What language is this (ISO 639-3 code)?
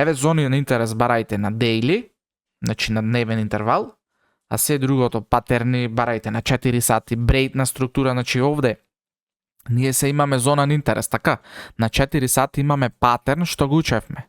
mkd